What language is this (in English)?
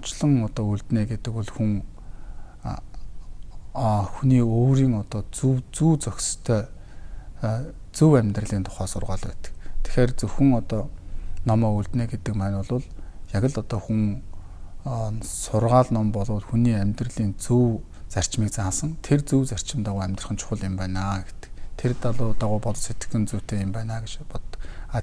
Mongolian